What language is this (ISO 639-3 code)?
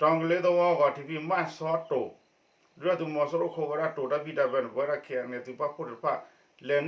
ksw